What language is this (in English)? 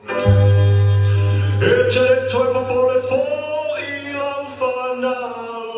Samoan